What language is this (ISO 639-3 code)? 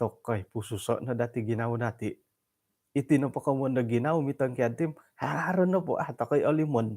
dtp